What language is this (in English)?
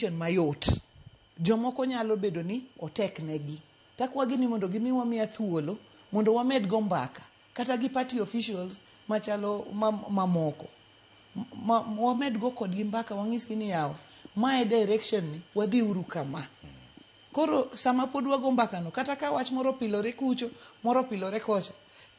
Luo (Kenya and Tanzania)